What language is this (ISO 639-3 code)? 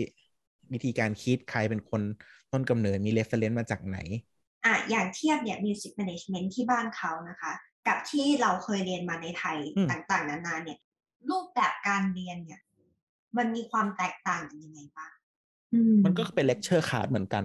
tha